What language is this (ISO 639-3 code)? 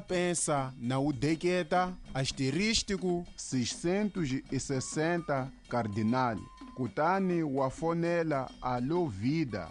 tso